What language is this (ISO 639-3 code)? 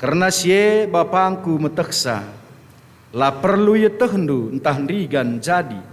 btx